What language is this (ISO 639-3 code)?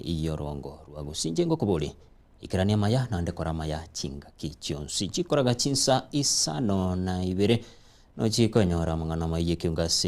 guz